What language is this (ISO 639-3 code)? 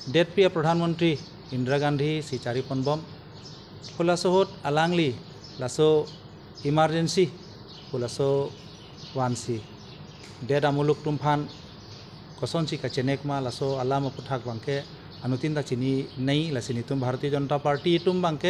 mjw